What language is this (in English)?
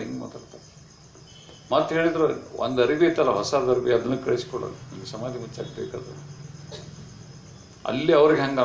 Kannada